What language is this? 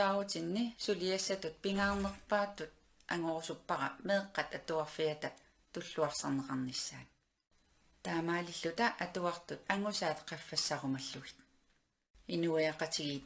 Kalaallisut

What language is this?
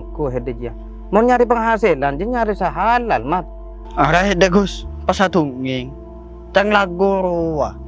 Madurese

